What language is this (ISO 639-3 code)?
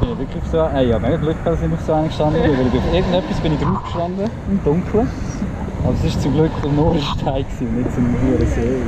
gsw